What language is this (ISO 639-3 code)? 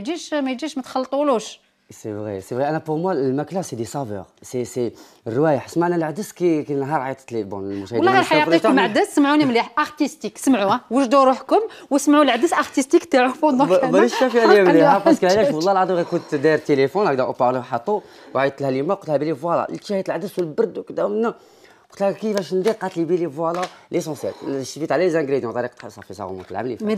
arq